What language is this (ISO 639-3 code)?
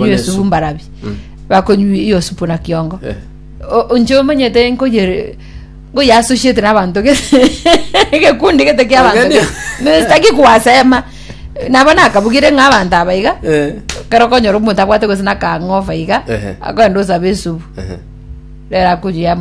guz